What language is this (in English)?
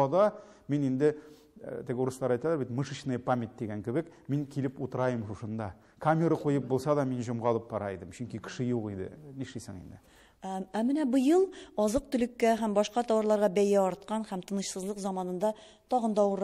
Tatar